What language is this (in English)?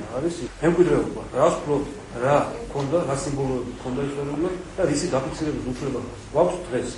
Georgian